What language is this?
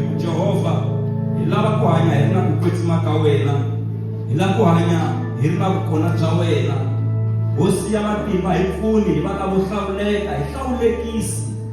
Tsonga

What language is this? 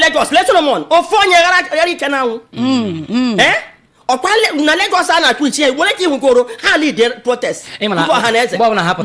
Igbo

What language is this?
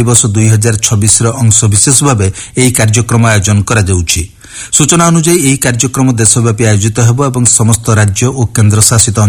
Odia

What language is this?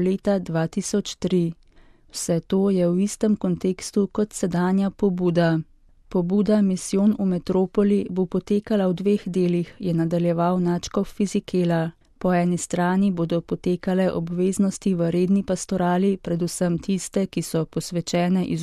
Slovenian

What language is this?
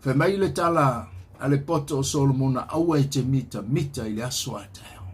Samoan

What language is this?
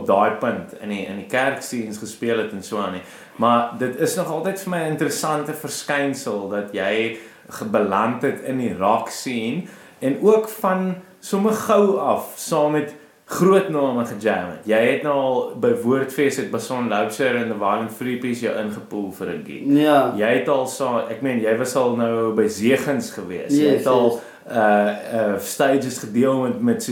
Afrikaans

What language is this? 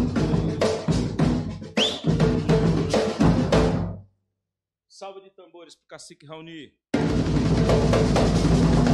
Portuguese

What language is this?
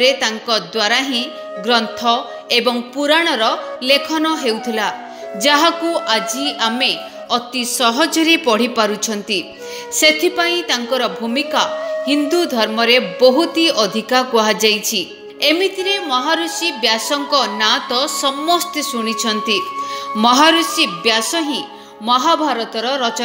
Odia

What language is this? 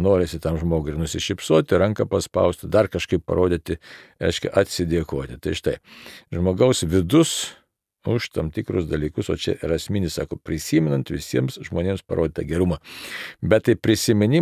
Lithuanian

